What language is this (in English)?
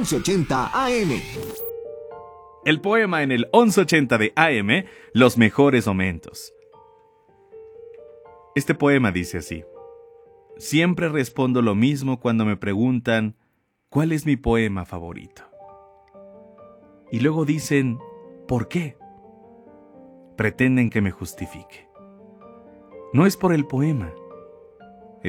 Spanish